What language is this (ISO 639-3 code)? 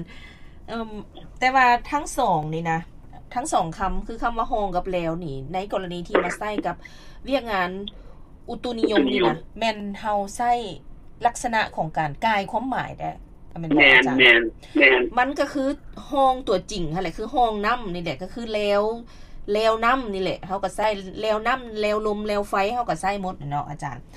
lao